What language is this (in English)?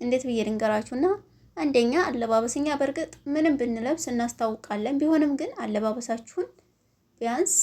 Amharic